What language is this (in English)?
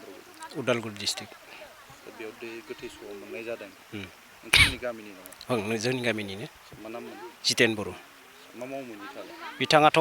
Bodo